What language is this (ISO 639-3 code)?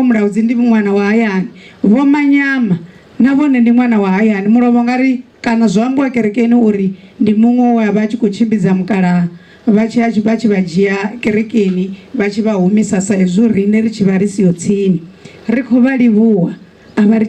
ven